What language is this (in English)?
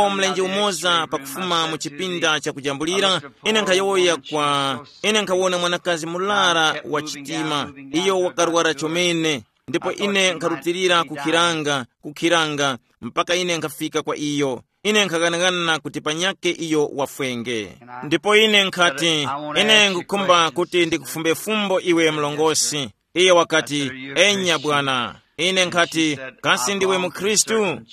Tumbuka